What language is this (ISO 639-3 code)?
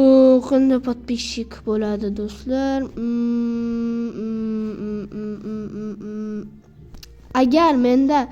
uzb